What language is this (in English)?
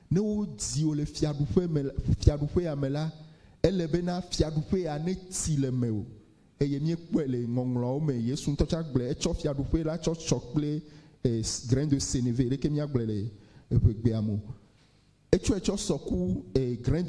Ewe